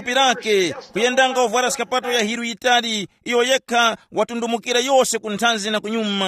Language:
Tumbuka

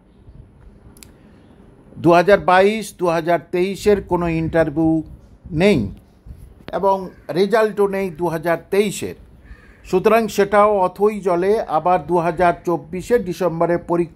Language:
Bangla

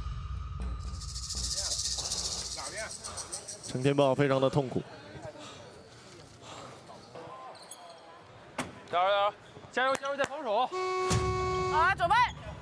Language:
Chinese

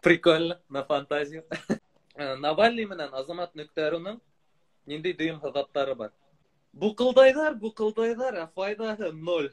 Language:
Bashkir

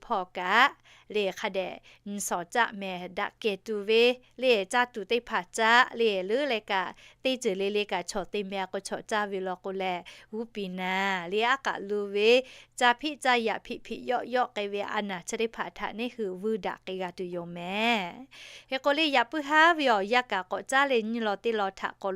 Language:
Lahu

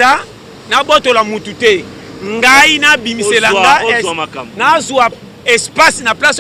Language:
Lingala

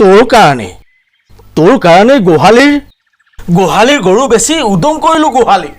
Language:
Assamese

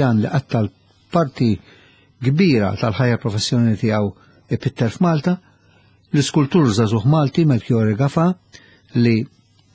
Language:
Maltese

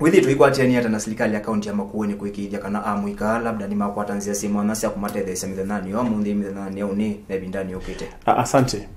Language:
Kamba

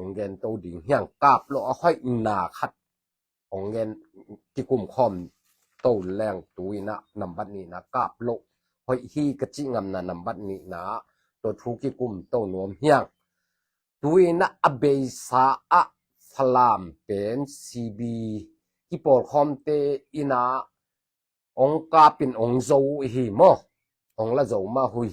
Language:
Tedim Chin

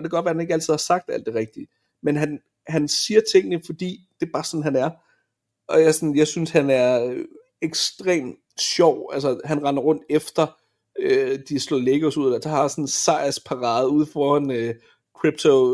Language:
Danish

